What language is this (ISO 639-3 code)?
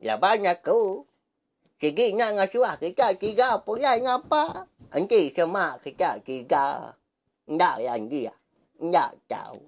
iba